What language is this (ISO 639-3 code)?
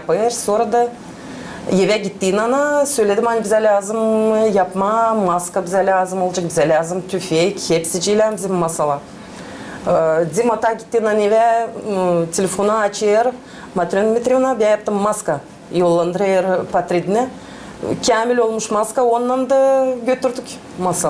gag